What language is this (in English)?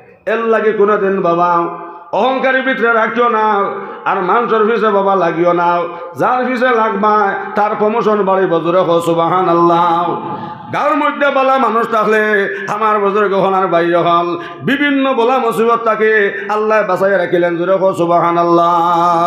Sylheti